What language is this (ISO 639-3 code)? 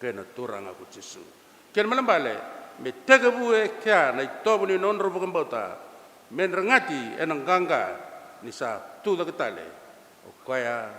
fij